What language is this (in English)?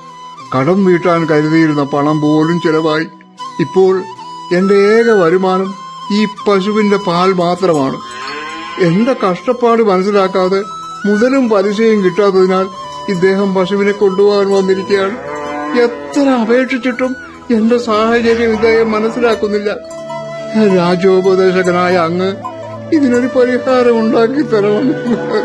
Malayalam